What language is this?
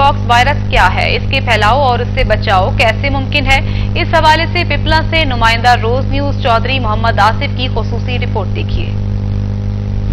Urdu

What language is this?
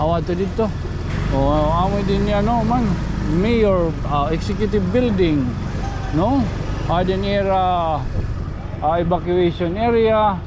Waray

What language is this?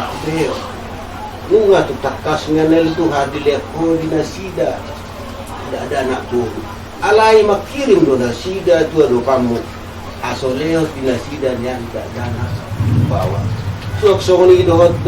Batak Toba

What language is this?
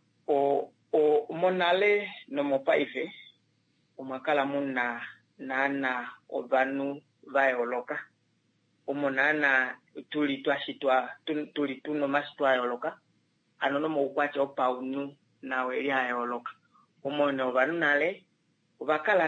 Kuanyama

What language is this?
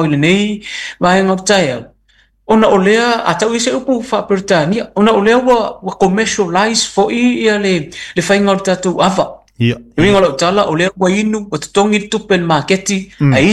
Samoan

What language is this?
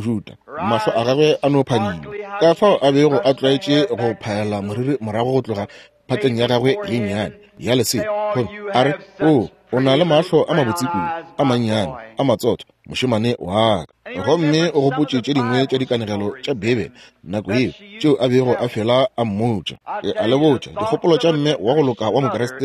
Northern Sotho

